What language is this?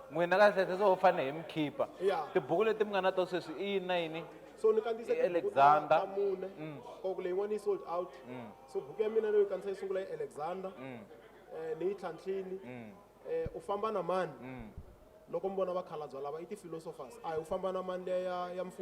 Tsonga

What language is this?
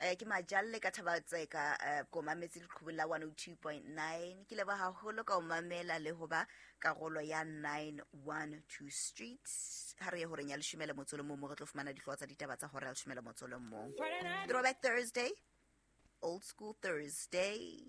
Southern Sotho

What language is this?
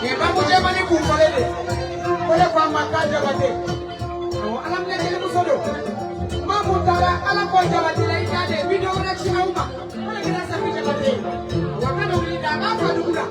Bambara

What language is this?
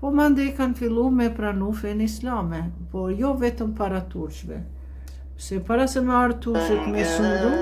Albanian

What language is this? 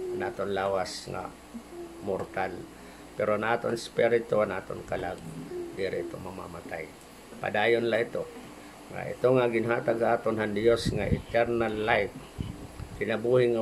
Waray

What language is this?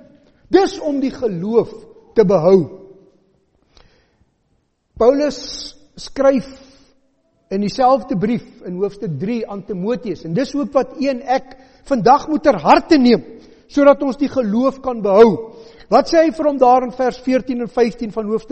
Afrikaans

